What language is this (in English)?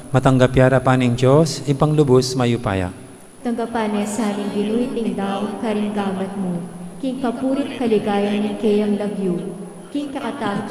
Pampanga